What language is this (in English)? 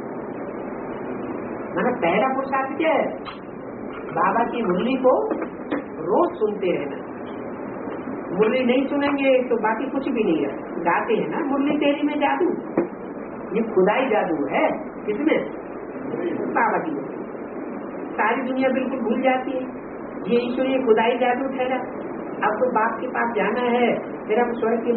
Hindi